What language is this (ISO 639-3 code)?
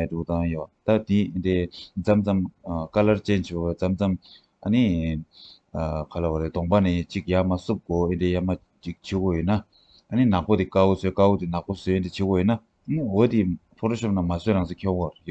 bod